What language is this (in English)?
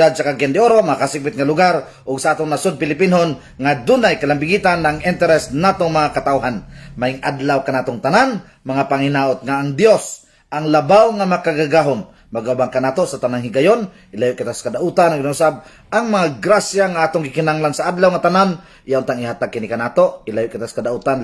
Cebuano